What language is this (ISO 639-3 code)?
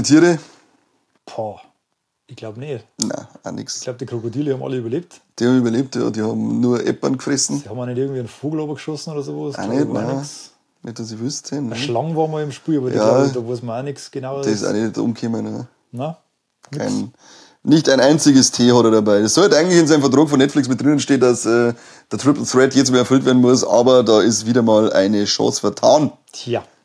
bar